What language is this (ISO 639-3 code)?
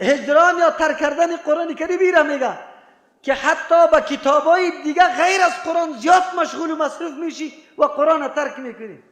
fas